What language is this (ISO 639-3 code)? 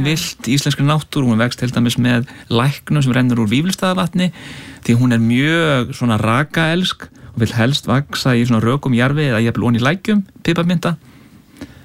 isl